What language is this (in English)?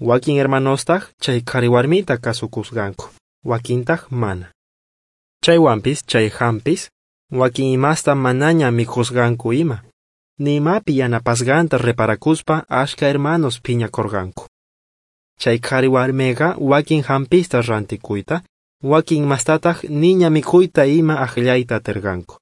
South Bolivian Quechua